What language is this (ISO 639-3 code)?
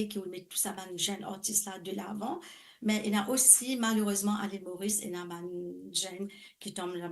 mfe